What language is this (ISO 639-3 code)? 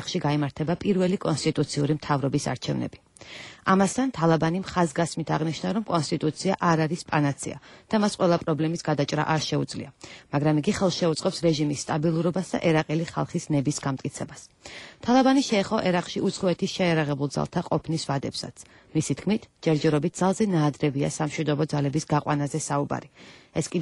kat